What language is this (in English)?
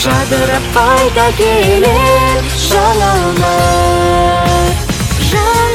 Kazakh